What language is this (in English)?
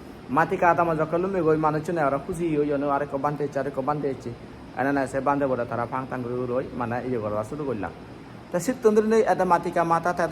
Chakma